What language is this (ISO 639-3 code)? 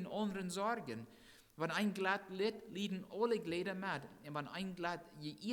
pdt